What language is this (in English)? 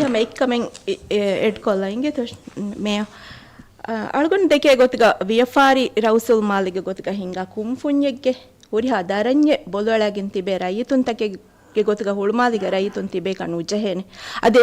Divehi